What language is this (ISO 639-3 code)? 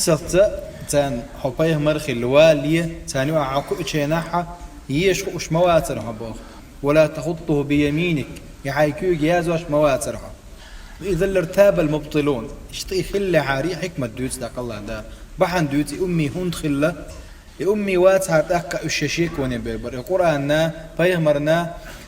che